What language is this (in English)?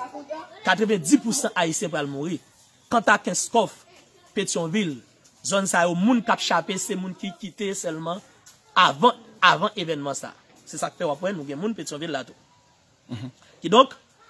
Haitian Creole